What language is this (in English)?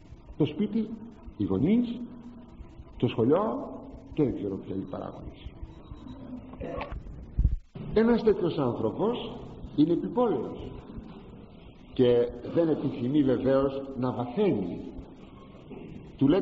Greek